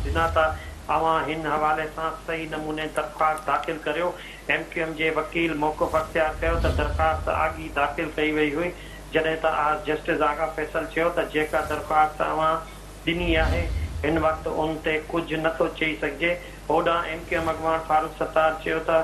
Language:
Sindhi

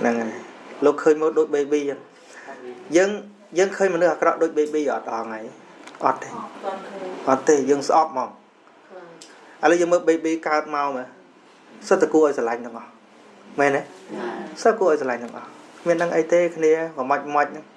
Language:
Khmer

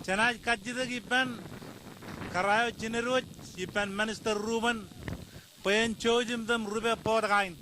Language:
Marshallese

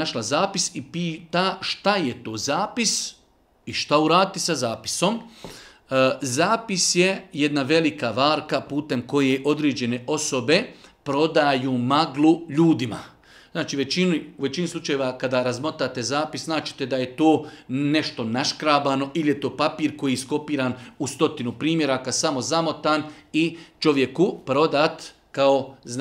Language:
Bosnian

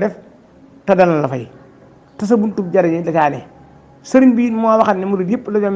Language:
Wolof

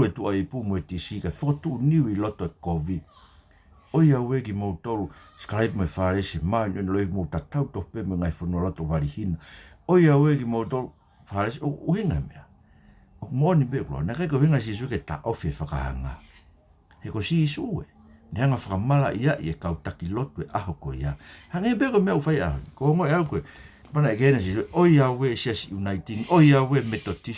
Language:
Tongan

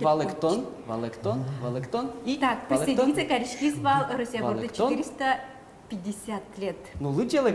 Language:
Udmurt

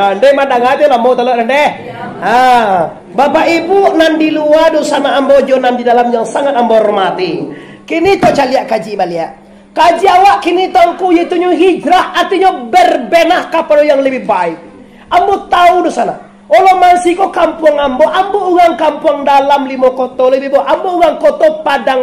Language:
Minangkabau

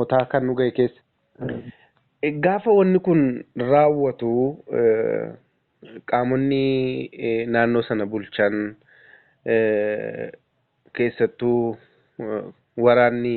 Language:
Oromo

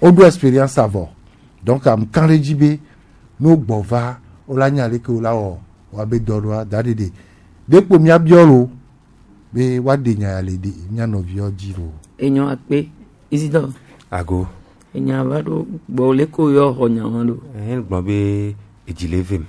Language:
Gen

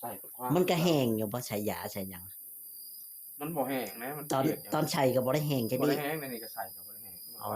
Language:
Northeastern Thai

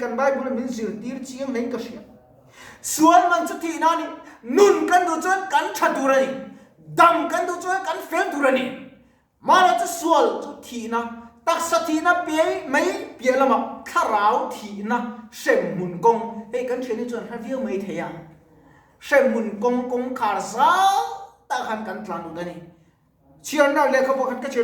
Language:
Mizo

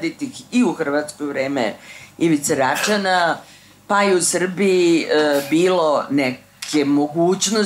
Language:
Serbian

